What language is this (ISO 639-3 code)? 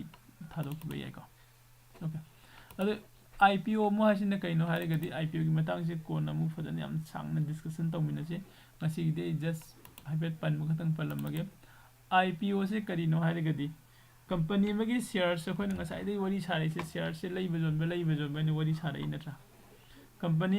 mni